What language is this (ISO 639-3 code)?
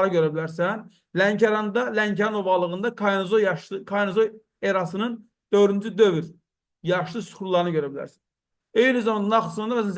aze